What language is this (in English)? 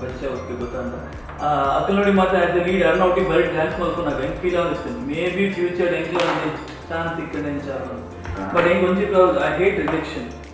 Tulu